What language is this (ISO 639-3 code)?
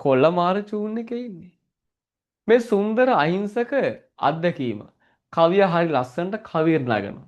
sin